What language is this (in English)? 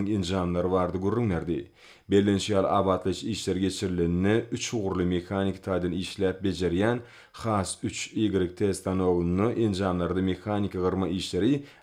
Turkmen